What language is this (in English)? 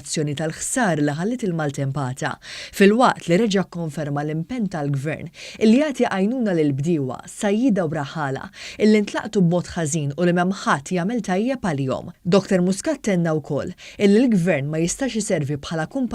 Maltese